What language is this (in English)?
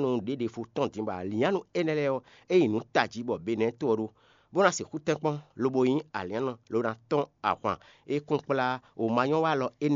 Fon